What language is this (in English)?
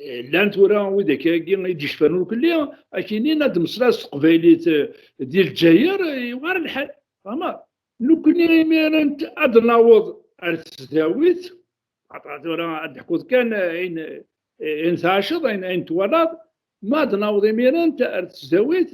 Kabyle